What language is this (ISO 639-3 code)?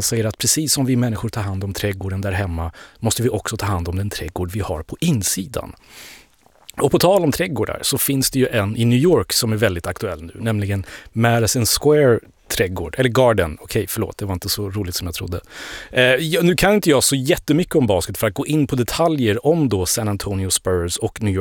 swe